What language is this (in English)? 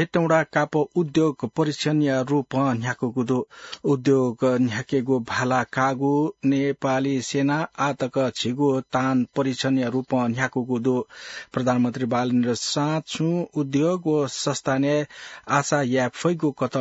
Newari